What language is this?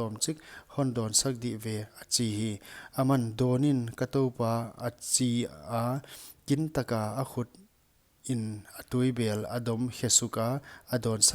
Paite Chin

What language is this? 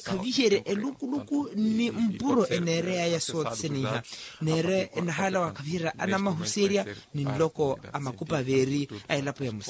Makhuwa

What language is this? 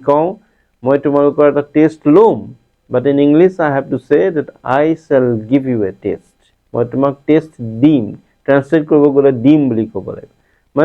Assamese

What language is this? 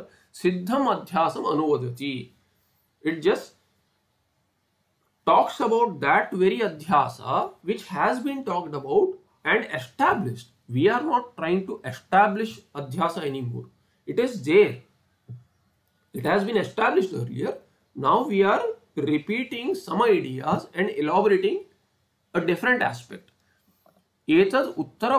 English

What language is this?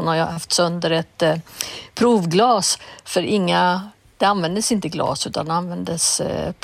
Swedish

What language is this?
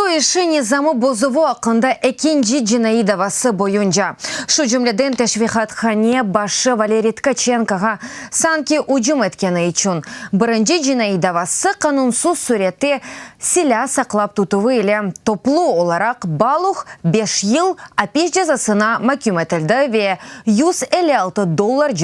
Crimean Tatar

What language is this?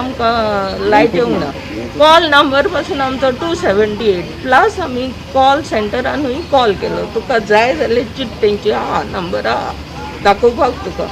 Konkani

